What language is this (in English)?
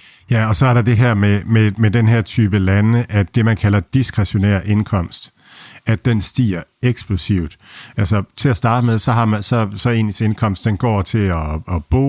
Danish